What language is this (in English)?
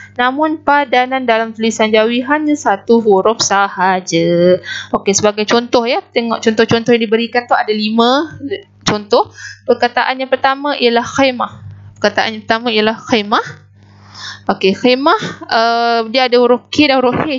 Malay